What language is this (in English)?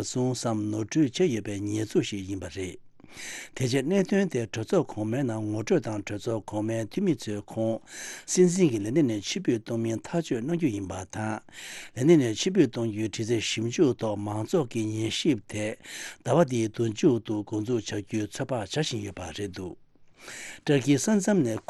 Tibetan